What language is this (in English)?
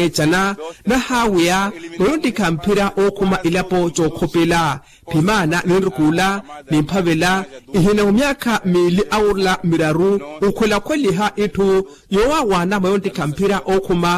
Makhuwa